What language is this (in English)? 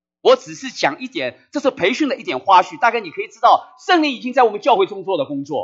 Chinese